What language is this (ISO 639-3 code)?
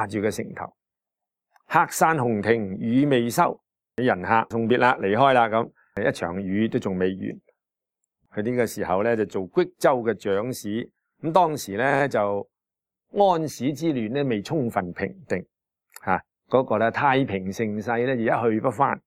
yue